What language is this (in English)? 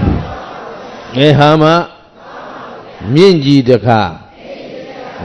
Burmese